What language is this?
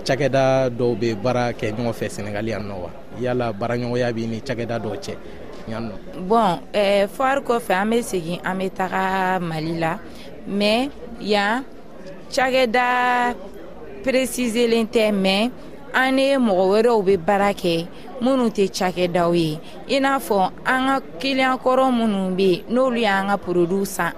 Bambara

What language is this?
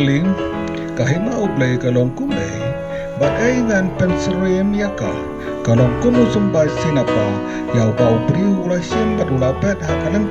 Khasi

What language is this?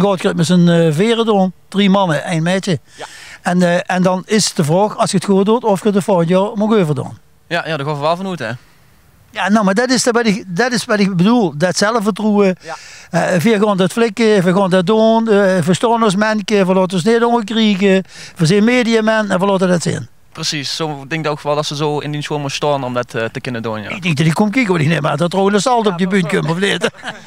Limburgish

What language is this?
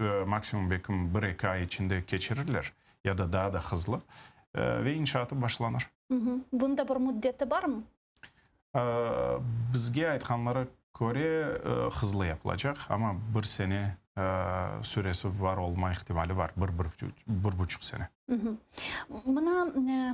Crimean Tatar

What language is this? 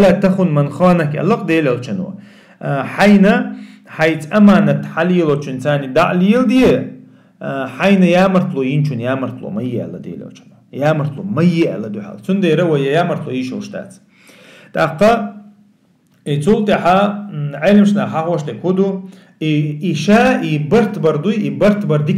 Chechen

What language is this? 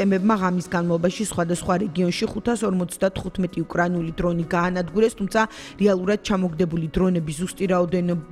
Georgian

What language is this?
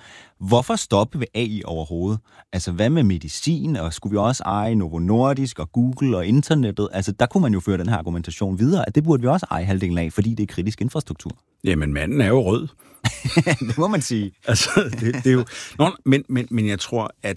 Danish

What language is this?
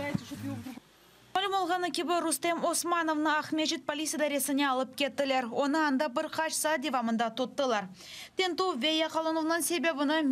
Crimean Tatar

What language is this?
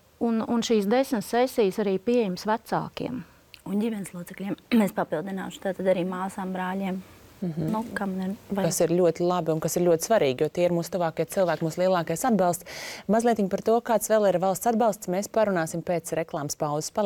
Latvian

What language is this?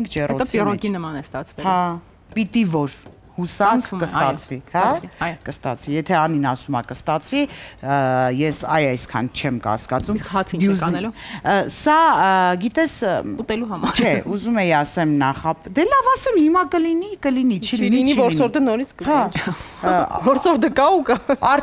Armenian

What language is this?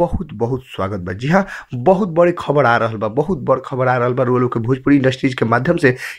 Bhojpuri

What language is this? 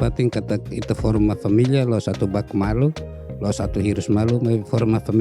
Tetum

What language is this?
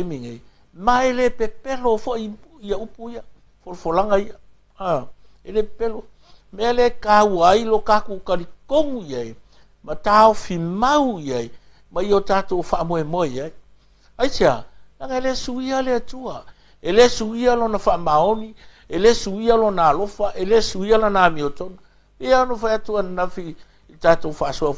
Samoan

